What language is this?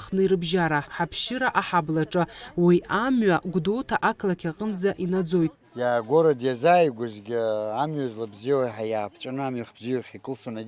Abkhazian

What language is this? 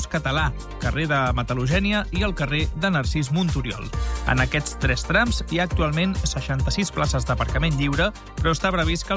Catalan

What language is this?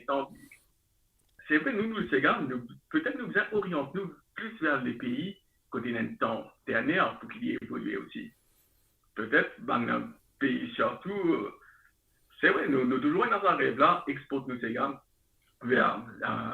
Morisyen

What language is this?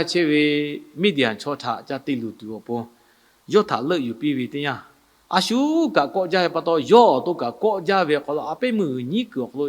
Lahu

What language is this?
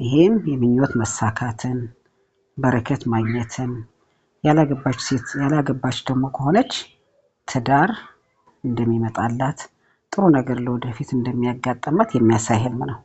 Amharic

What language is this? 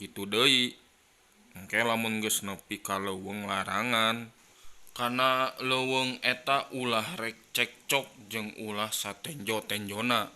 Sundanese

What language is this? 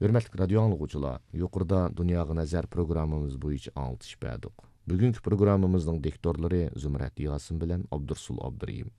Uyghur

